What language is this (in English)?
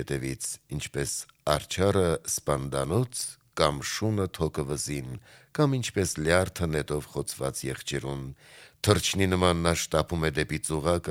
Armenian